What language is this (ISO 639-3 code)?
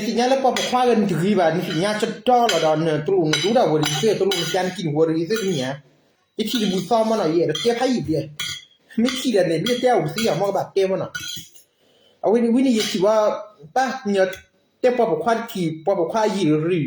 ksw